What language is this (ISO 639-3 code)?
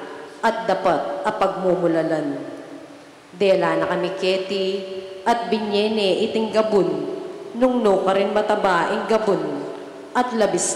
pam